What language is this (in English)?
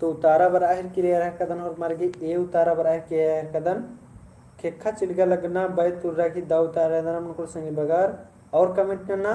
Kurukh